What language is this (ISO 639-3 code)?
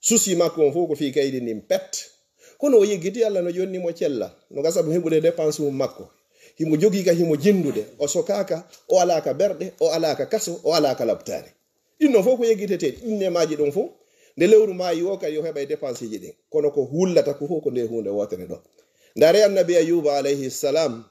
ful